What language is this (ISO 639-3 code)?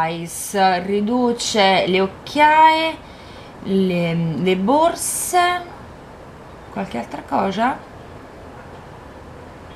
ita